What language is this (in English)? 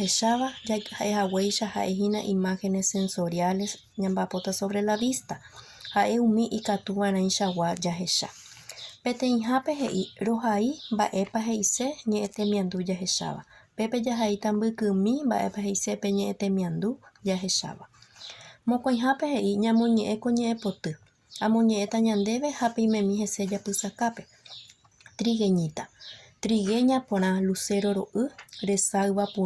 Guarani